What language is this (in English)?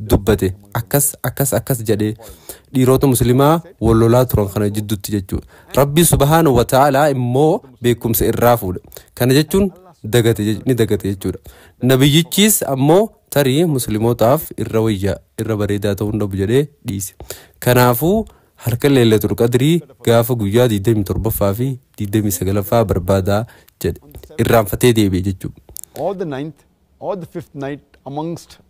Oromo